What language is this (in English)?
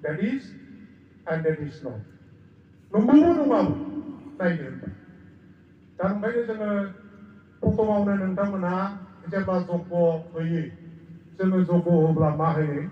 Bodo